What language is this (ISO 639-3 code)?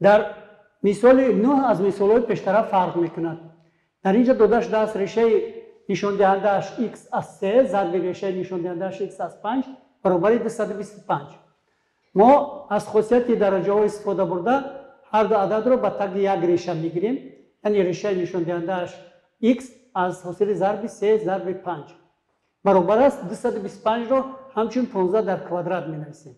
tgk